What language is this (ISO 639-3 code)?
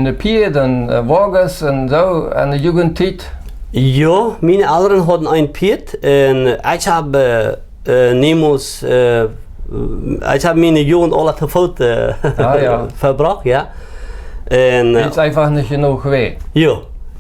pdt